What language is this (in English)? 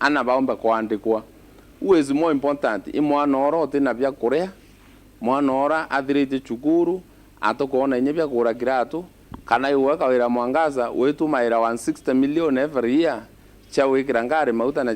Meru